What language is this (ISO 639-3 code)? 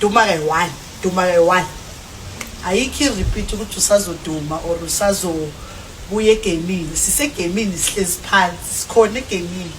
zul